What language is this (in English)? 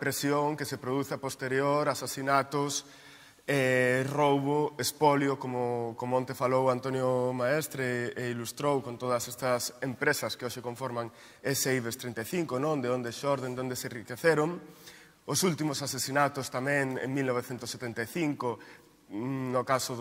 Galician